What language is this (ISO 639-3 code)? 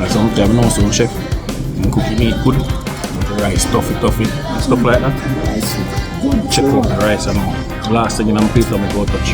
jam